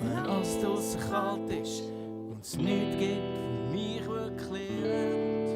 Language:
Swiss German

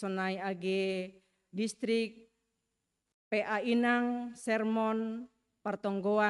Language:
Batak Simalungun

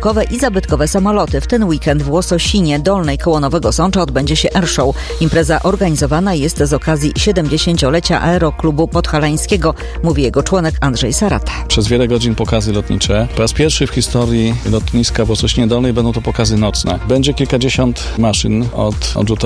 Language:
Polish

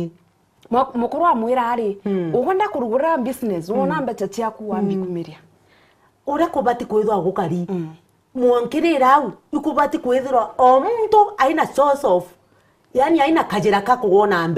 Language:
Meru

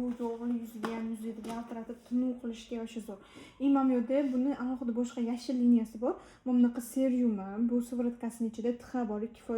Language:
Uzbek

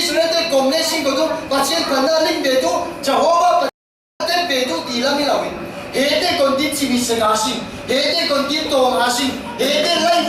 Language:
Falam Chin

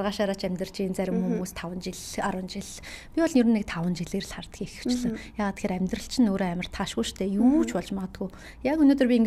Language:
Mongolian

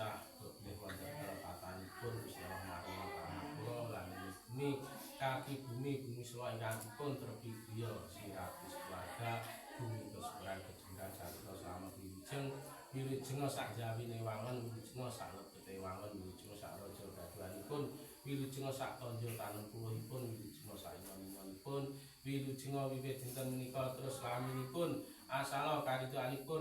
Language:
Javanese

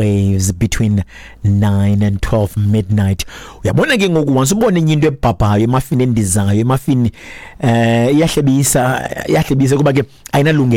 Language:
Xhosa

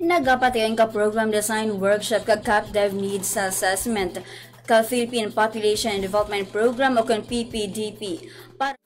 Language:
Hiligaynon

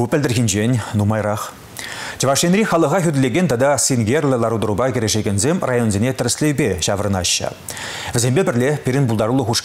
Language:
Chuvash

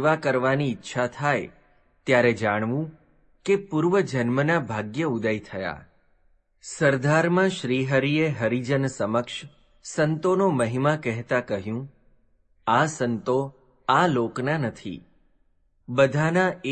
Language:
Gujarati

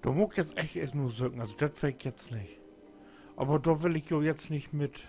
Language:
Low German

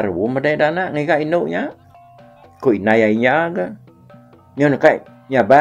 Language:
Iban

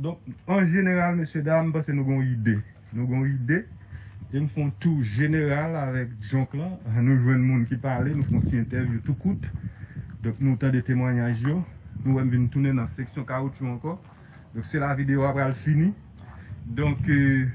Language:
Haitian Creole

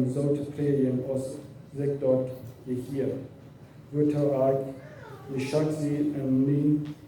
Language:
Plautdietsch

